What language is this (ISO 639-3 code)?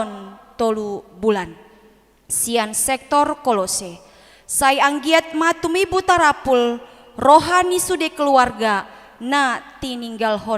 bbc